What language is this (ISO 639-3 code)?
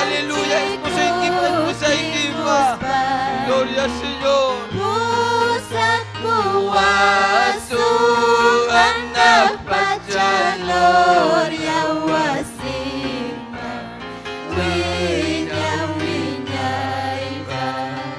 quy